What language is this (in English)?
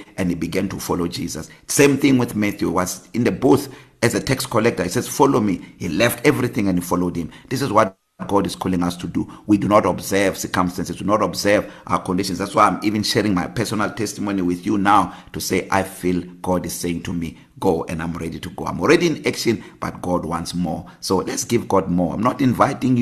English